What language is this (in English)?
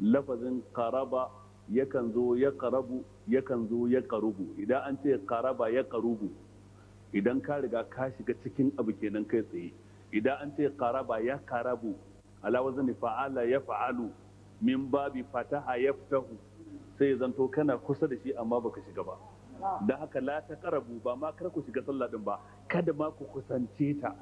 Hausa